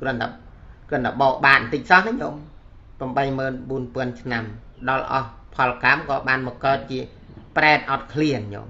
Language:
Khmer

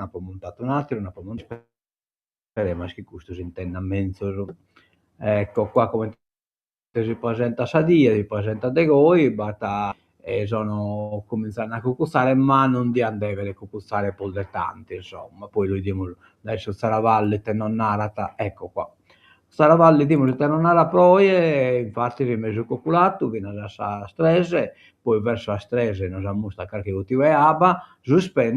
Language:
Sardinian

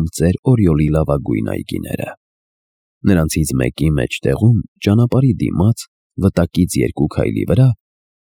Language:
Armenian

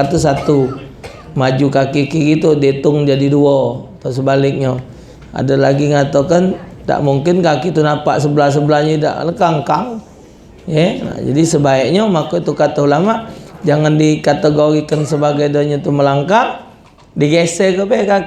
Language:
Musi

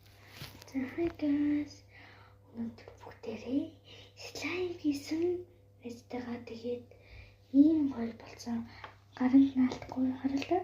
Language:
Mongolian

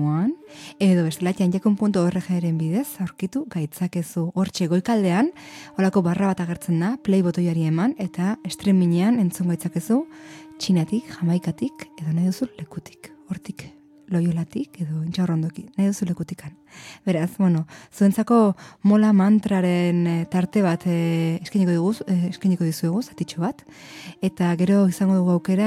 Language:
Basque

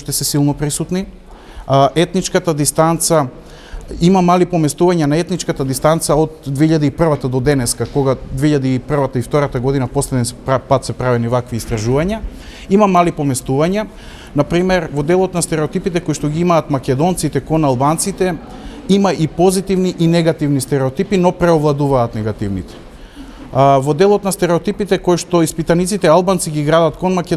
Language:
Macedonian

